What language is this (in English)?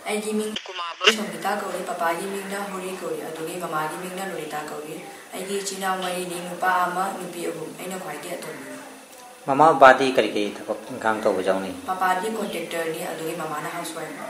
Manipuri